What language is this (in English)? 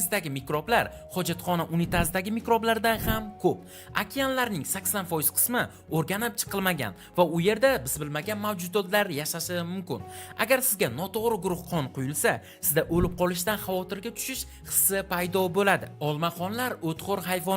Uzbek